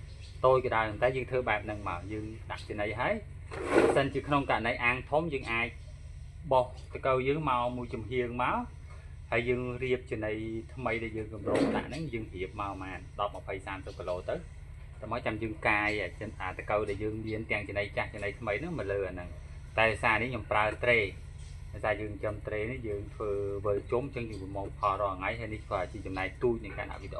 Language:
Khmer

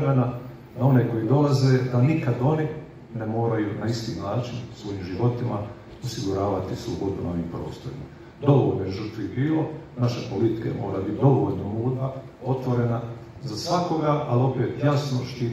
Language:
Croatian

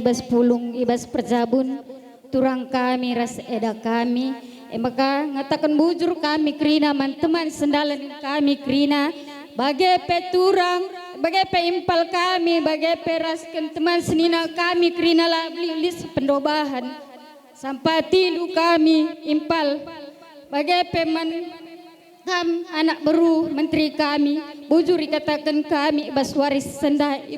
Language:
Batak Karo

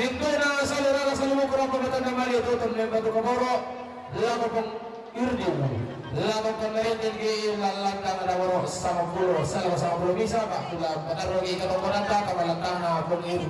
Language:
Toraja-Sa'dan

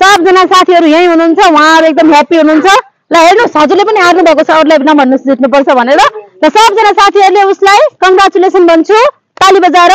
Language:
Nepali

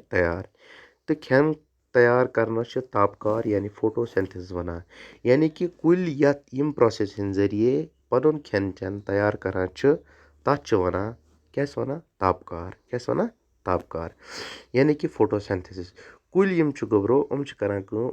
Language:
Kashmiri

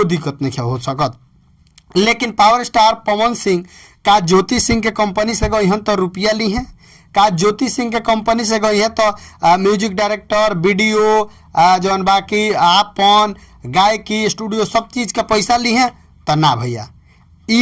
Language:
Bhojpuri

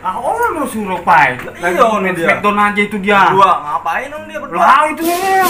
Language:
Betawi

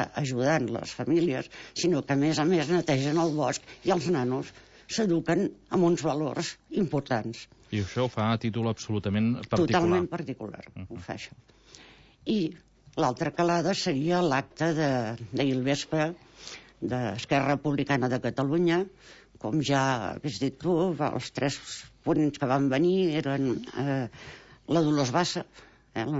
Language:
Catalan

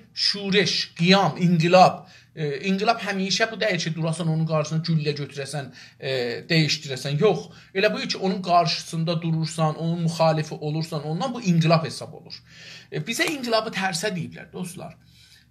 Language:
South Azerbaijani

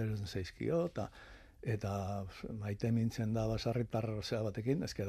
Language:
Basque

